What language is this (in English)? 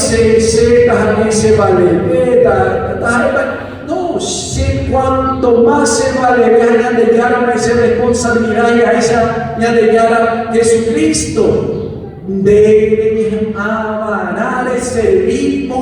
Guarani